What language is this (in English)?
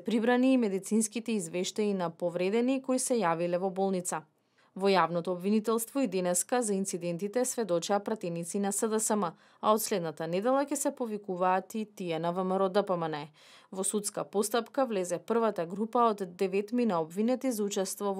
Macedonian